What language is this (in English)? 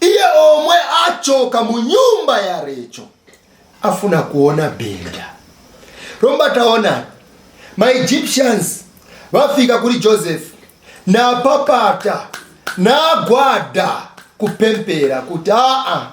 Nyanja